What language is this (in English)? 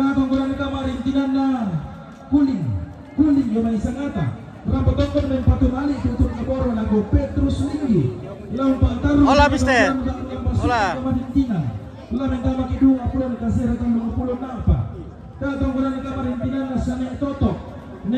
Toraja-Sa'dan